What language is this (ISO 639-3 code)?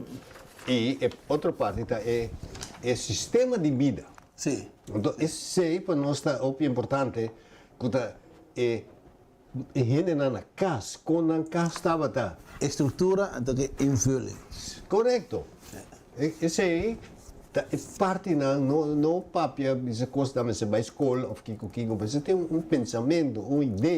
pap